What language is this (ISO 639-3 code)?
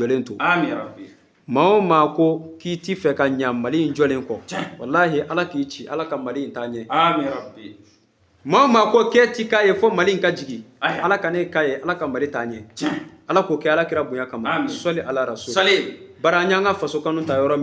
bam